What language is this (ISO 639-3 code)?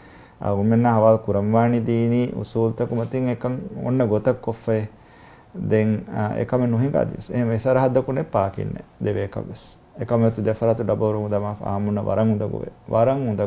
div